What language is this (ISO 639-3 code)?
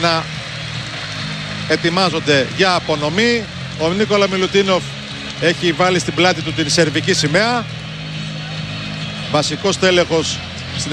ell